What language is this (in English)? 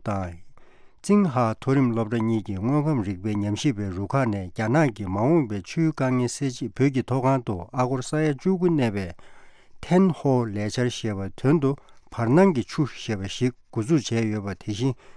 Tibetan